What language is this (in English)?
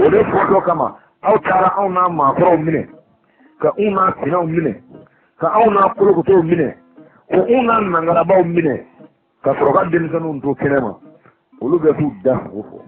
Bambara